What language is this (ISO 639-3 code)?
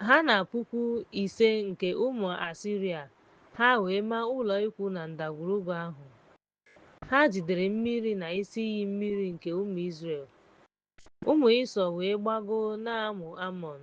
ibo